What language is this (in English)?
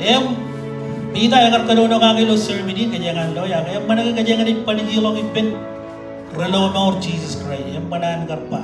Marshallese